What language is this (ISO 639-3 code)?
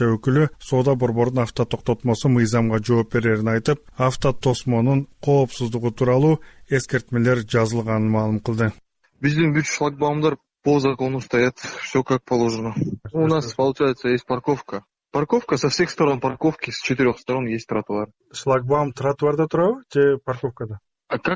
kir